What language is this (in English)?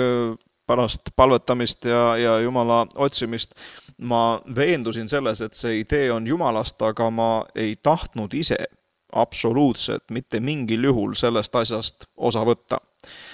Estonian